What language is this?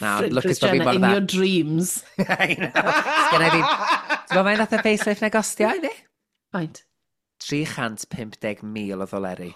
Welsh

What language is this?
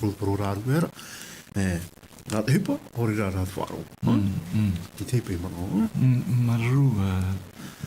Tahitian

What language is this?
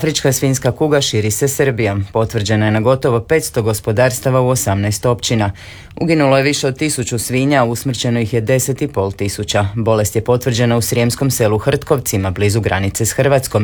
Croatian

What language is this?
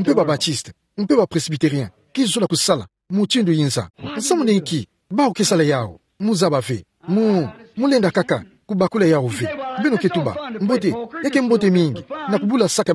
Kituba (Democratic Republic of Congo)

